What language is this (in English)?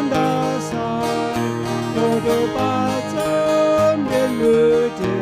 Plautdietsch